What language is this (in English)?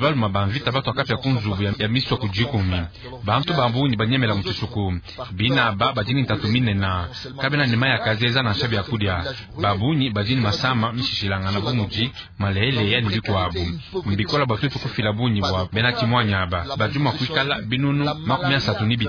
Luba-Lulua